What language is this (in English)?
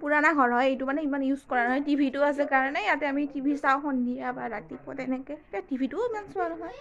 Assamese